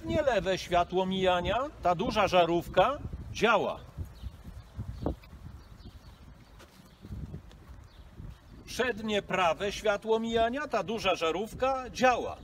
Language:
Polish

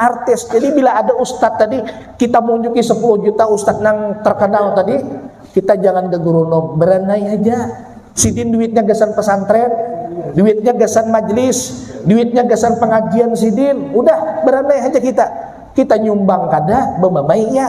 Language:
Banjar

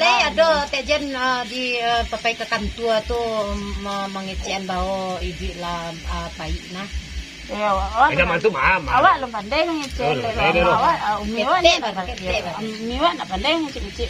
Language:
Minangkabau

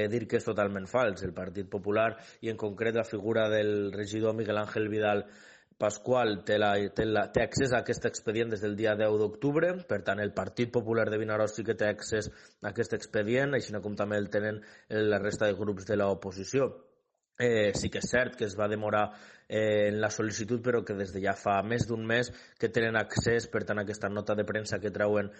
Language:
Catalan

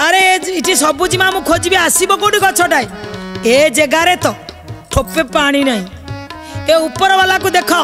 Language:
Odia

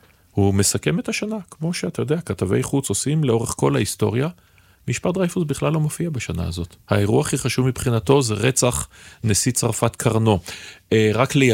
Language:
Hebrew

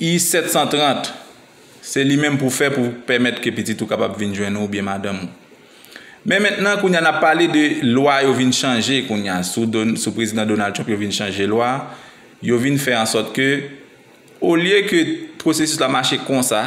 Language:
Haitian Creole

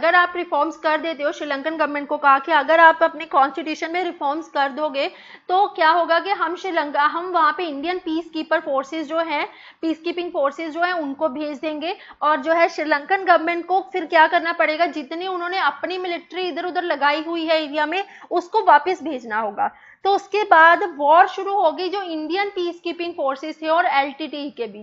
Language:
Hindi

